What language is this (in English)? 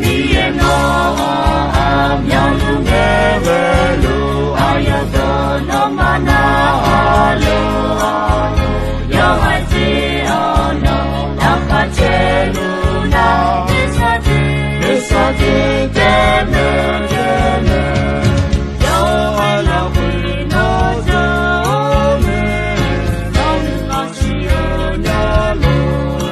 Akha